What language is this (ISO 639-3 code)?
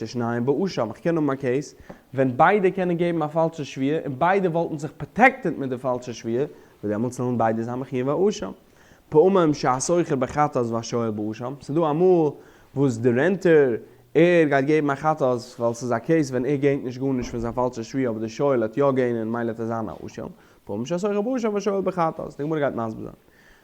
yid